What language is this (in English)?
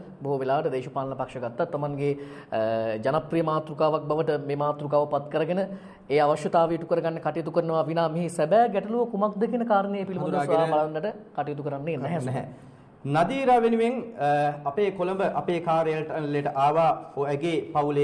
Sinhala